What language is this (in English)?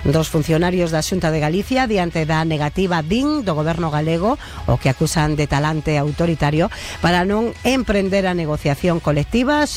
Galician